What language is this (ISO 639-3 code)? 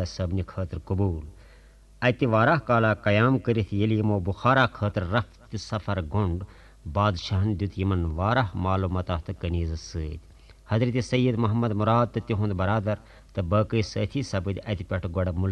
kas